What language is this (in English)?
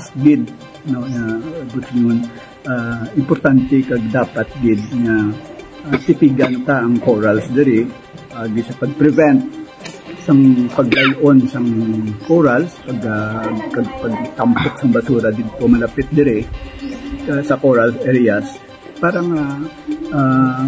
Hiligaynon